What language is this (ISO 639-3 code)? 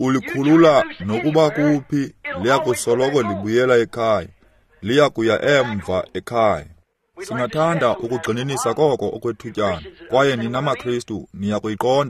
xho